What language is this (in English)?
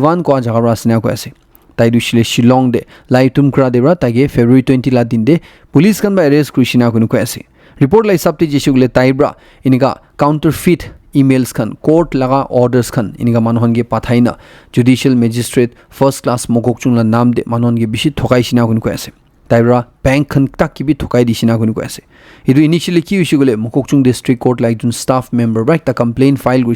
Naga Pidgin